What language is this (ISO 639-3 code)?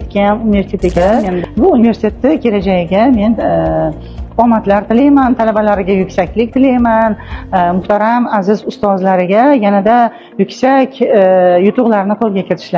uzb